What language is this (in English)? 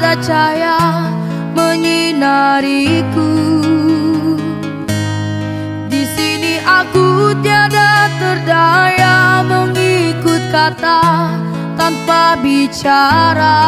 Indonesian